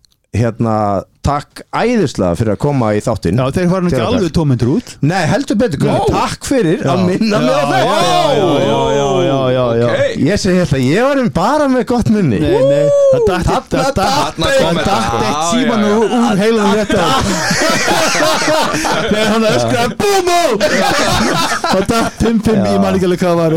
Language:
Icelandic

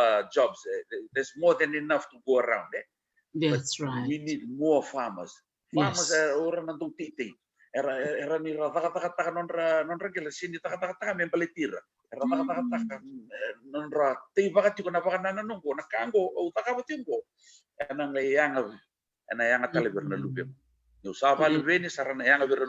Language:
Fijian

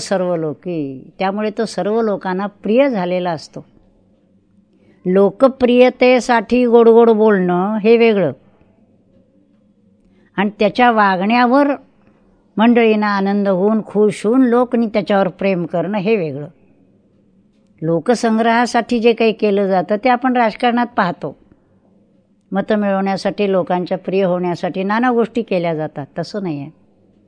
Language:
Marathi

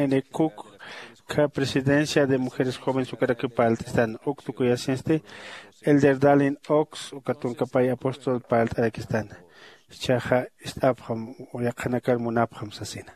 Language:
Aymara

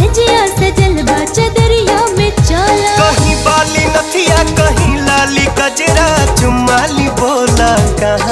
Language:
Bhojpuri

